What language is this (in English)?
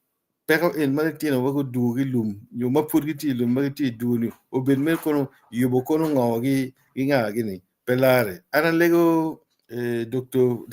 Acoli